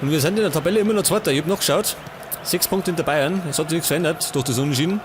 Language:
Bavarian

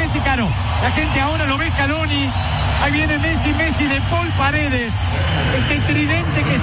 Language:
Spanish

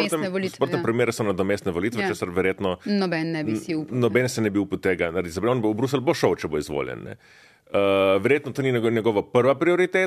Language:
Slovenian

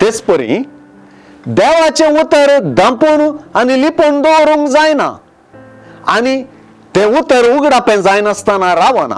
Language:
Konkani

